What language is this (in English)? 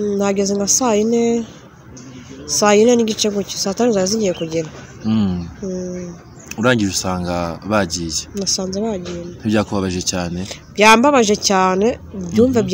Kinyarwanda